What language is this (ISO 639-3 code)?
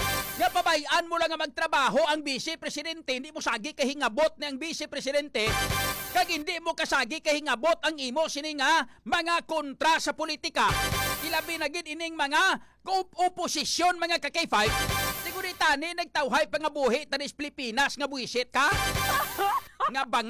hil